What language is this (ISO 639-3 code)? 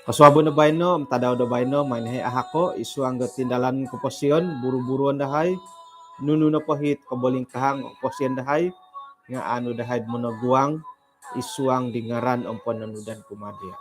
dtp